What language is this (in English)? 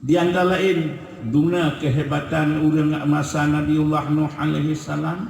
Achinese